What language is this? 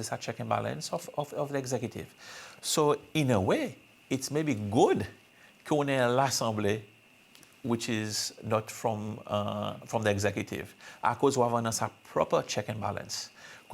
Seselwa Creole French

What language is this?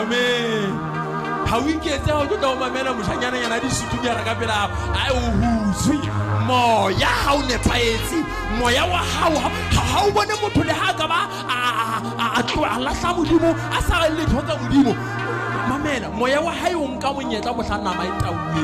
Southern Sotho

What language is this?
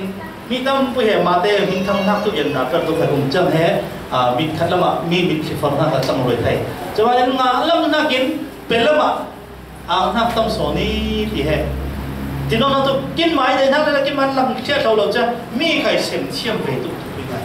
Falam Chin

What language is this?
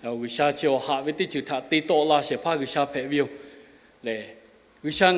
Lahu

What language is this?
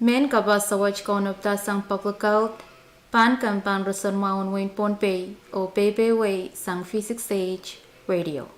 Pohnpeian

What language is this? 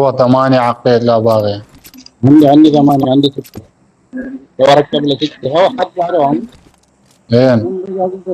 Mesopotamian Arabic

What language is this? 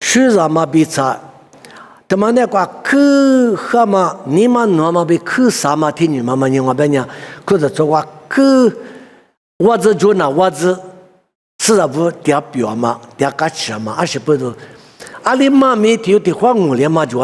Lisu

